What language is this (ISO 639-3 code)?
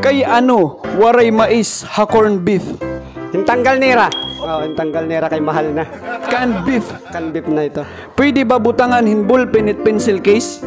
war